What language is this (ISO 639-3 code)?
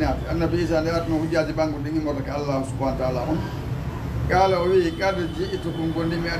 ful